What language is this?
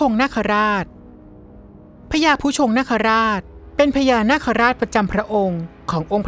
Thai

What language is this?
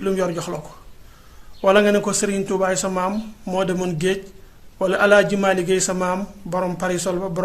Wolof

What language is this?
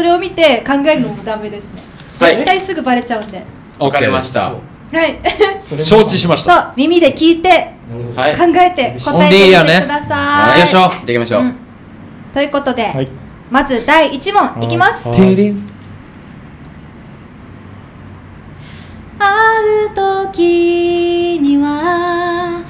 Japanese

